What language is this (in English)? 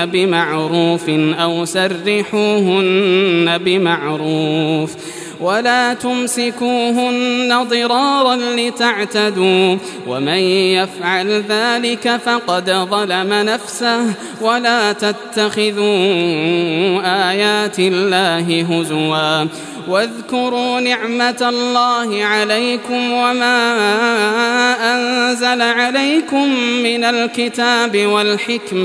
Arabic